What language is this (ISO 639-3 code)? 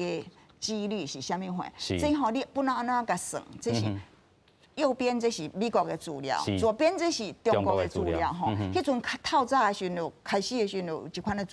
nan